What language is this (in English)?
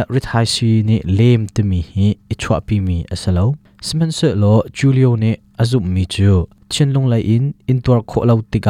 Hakha Chin